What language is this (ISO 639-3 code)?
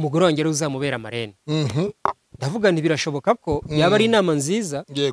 kin